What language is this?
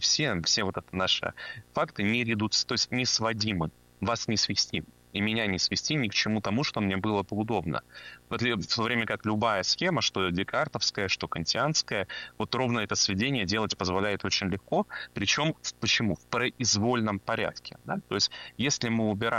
Russian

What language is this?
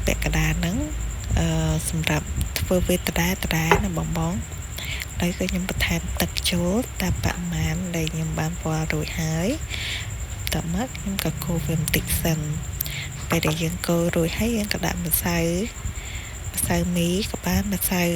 Khmer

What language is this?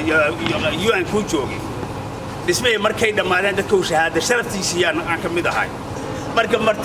Somali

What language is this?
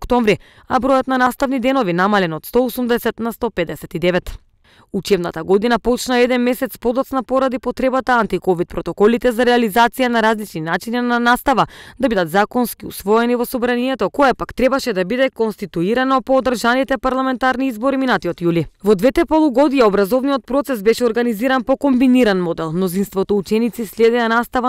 Macedonian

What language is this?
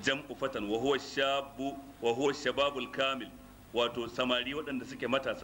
Hausa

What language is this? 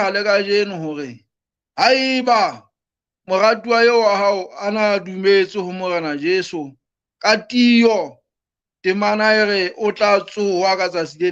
Southern Sotho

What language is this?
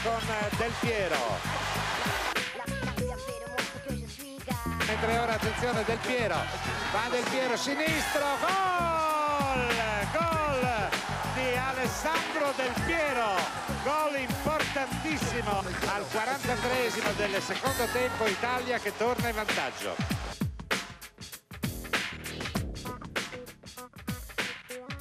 Italian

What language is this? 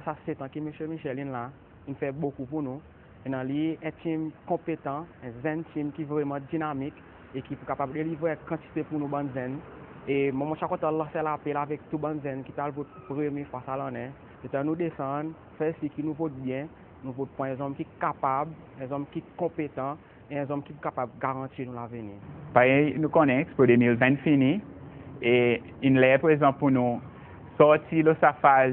Seselwa Creole French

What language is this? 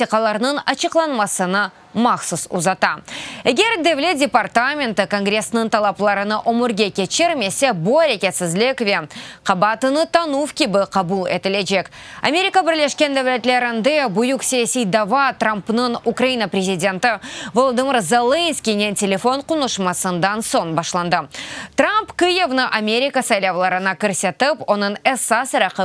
Crimean Tatar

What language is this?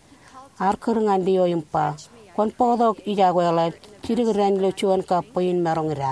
Marshallese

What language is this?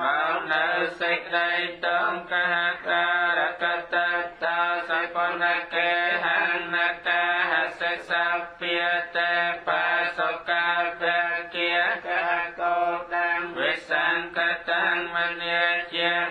Khmer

